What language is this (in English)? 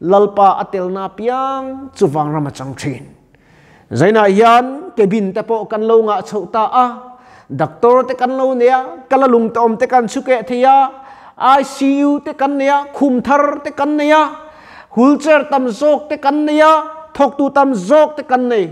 Mizo